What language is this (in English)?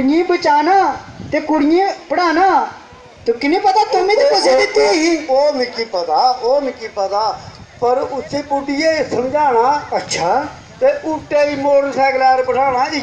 Dogri